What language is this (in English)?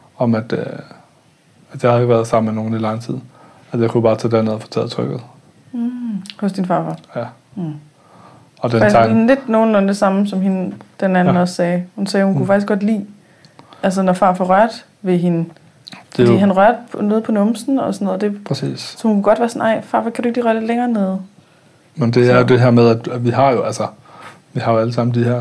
Danish